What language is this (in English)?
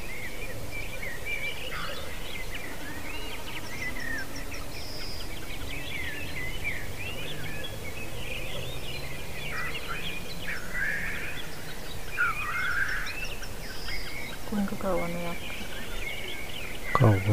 Finnish